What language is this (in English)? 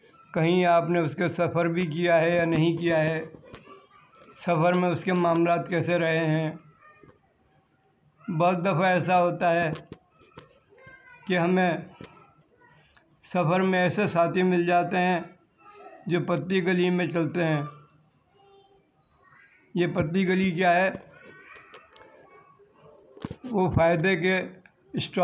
Urdu